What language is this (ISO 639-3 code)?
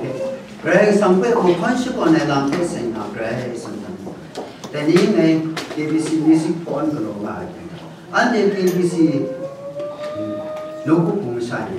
kac